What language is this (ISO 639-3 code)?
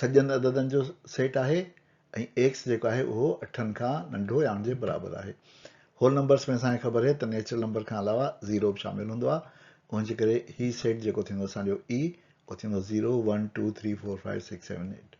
snd